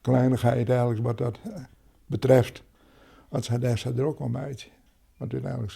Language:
Western Frisian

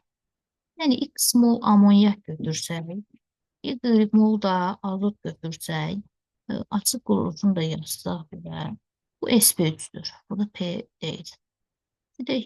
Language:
Azerbaijani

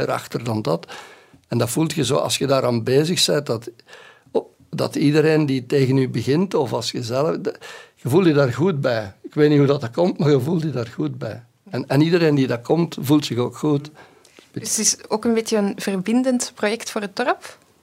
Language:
Dutch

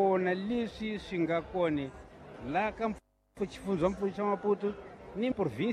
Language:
Tsonga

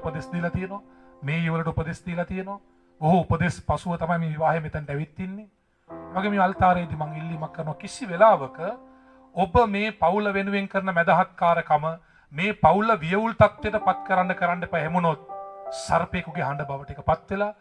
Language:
Sinhala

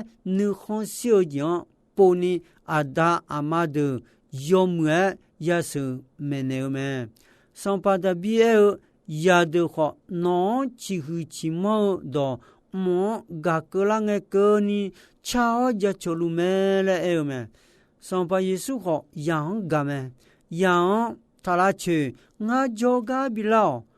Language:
Akha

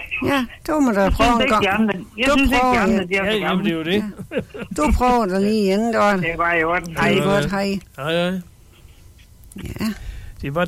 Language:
Danish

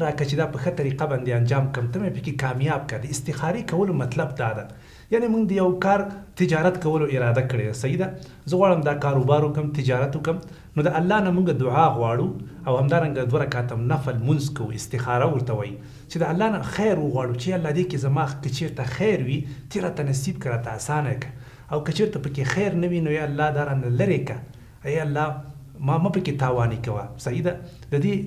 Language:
Pashto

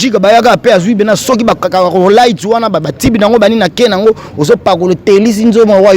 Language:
Lingala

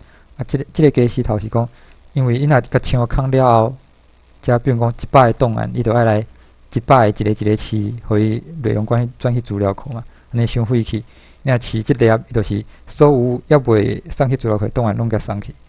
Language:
Min Nan Chinese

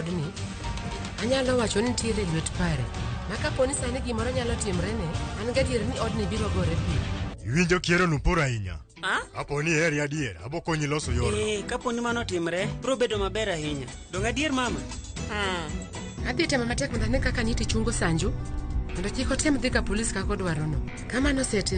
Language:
Luo (Kenya and Tanzania)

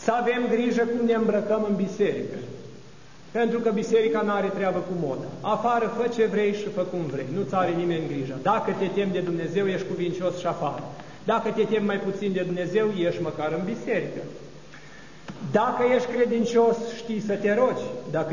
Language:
Romanian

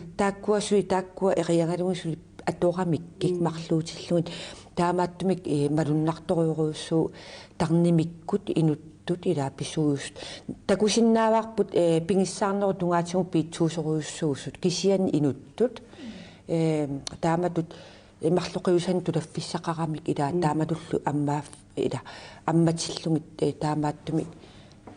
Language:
Kalaallisut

